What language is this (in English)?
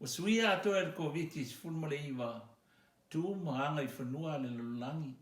Samoan